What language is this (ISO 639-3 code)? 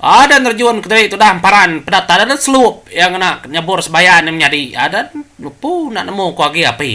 iba